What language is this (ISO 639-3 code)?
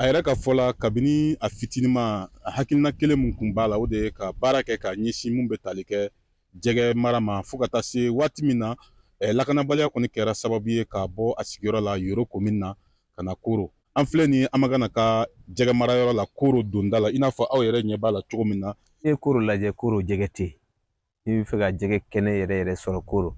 bam